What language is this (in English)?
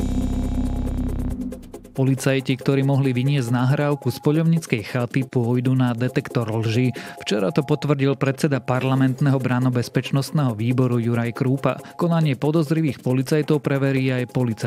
Slovak